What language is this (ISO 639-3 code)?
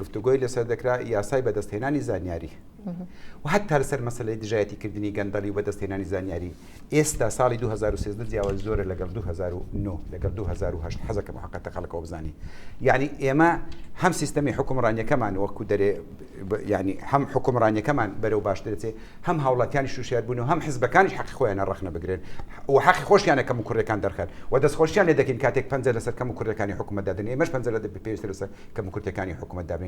ckb